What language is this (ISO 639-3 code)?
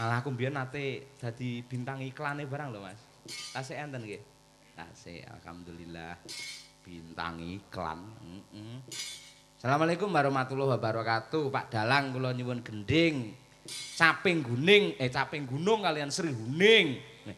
jav